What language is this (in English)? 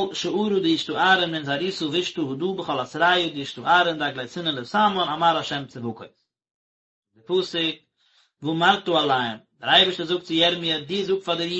Yiddish